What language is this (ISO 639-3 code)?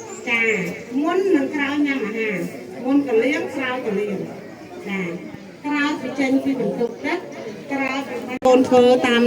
khm